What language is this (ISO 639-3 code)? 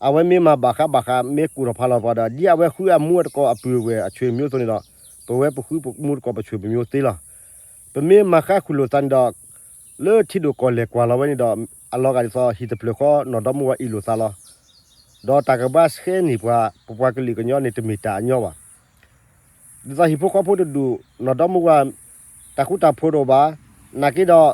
ksw